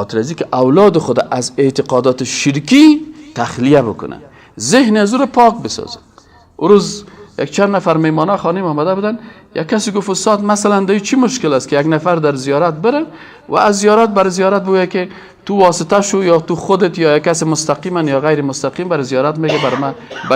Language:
Persian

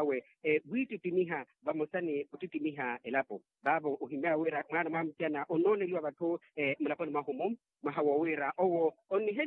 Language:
Makhuwa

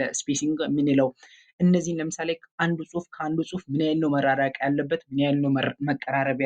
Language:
Amharic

